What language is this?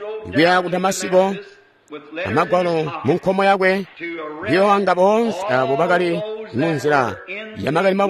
Tonga (Zambia)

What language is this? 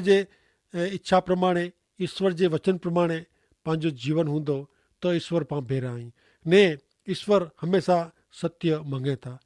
Kachhi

